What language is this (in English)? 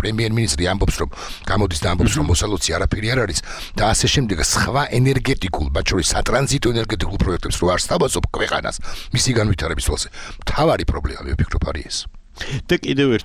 Georgian